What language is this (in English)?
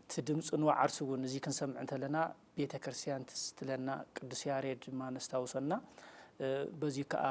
Tigrinya